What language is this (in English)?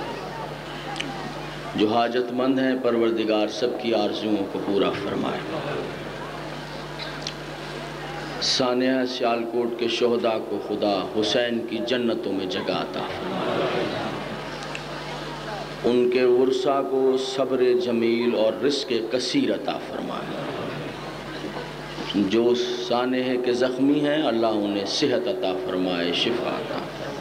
Urdu